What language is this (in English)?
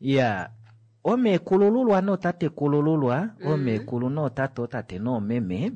Kuanyama